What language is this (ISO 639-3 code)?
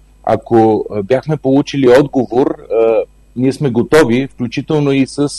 bul